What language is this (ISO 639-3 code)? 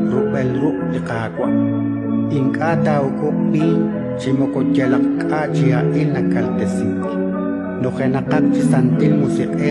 kek